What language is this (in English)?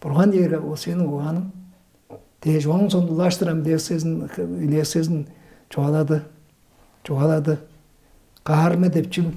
Tuvinian